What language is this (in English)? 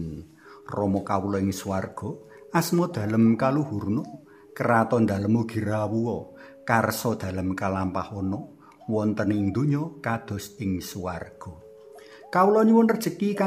Javanese